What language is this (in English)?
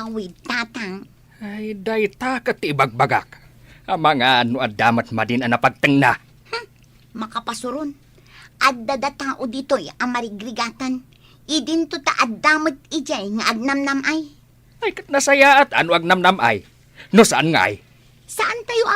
Iloko